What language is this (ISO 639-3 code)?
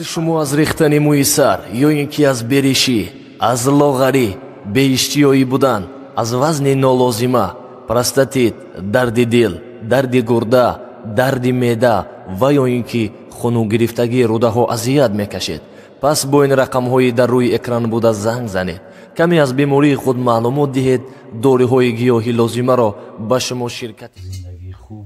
tgk